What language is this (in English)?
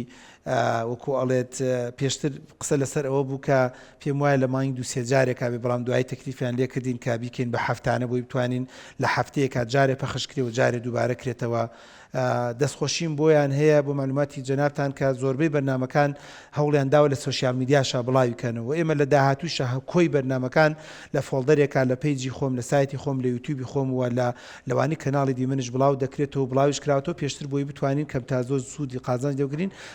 Central Kurdish